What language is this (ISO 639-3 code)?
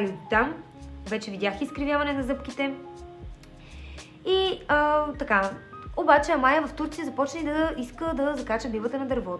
bul